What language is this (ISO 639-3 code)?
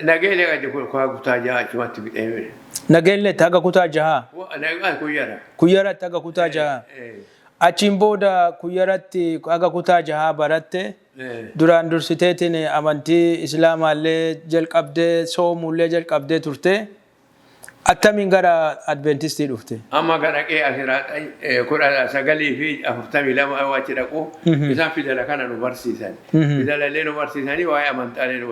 orm